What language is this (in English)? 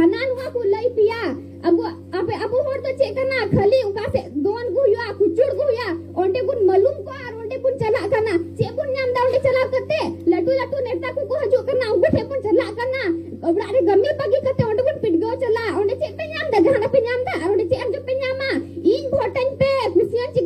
Santali